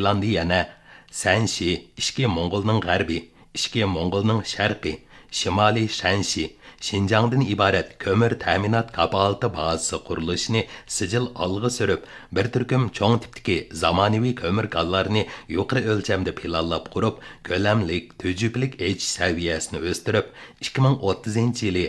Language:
Uyghur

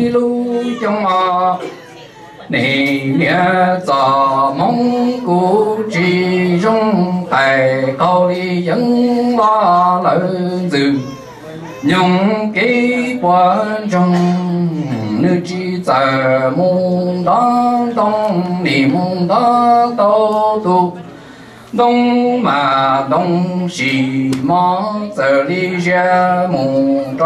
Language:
Vietnamese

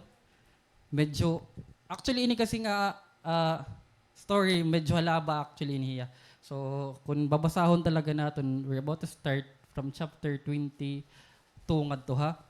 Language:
Waray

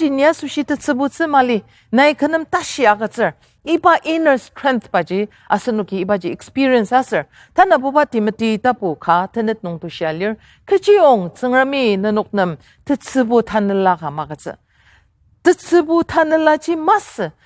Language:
Ao Naga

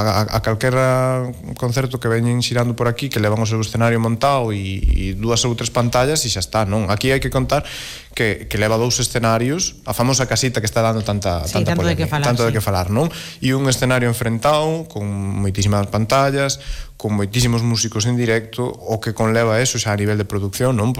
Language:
Galician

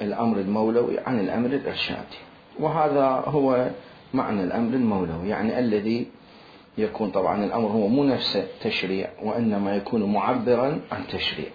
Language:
Mesopotamian Arabic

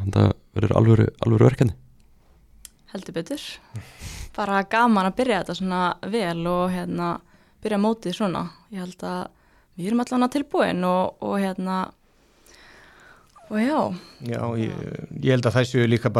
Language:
Icelandic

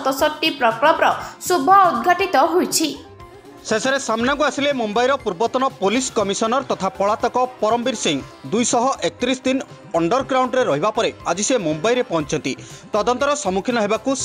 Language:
Odia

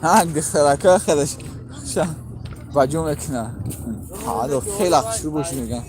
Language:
Tajik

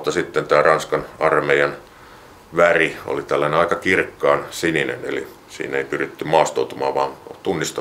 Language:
Finnish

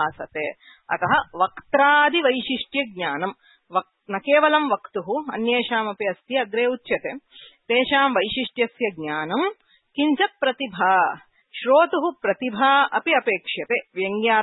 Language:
Sanskrit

